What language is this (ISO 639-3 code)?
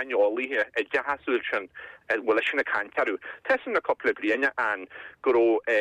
gle